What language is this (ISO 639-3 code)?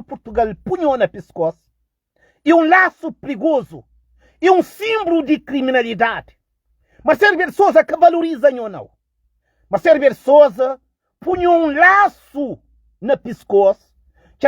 kea